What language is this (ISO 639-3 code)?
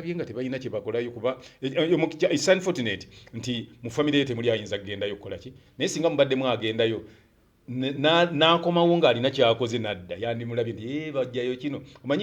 lug